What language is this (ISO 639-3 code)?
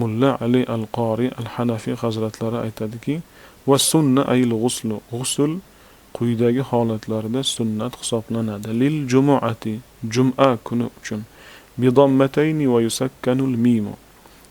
uzb